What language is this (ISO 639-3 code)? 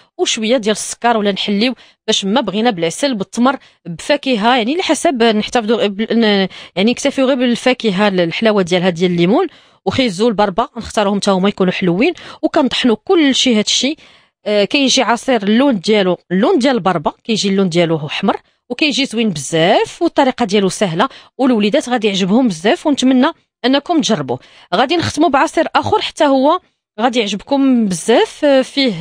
ary